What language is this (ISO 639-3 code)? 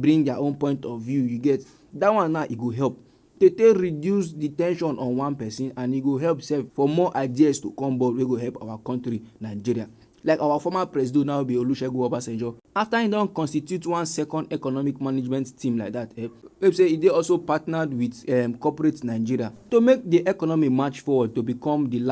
pcm